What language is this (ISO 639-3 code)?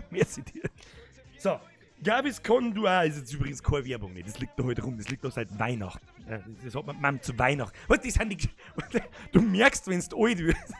bar